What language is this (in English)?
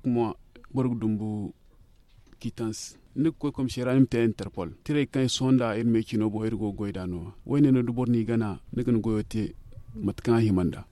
Zarma